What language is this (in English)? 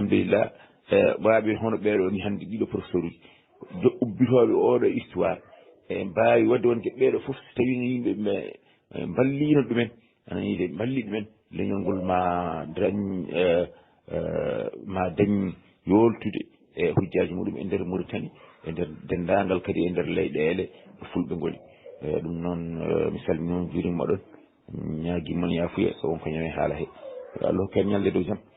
Fula